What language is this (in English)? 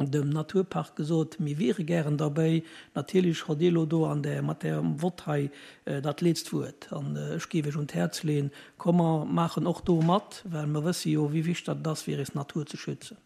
Luxembourgish